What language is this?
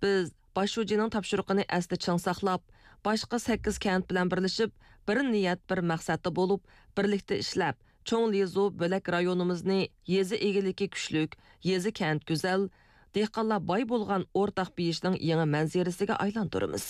Uyghur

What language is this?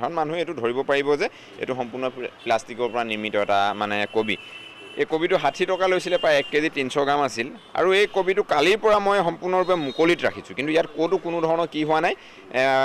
Assamese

